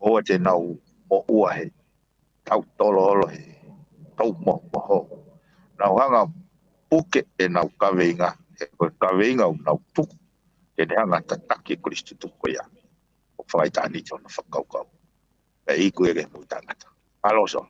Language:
Tongan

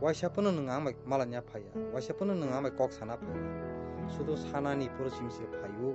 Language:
Kok Borok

